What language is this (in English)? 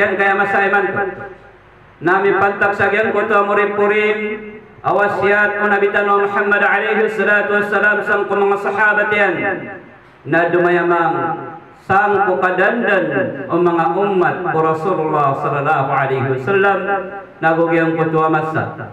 Maranao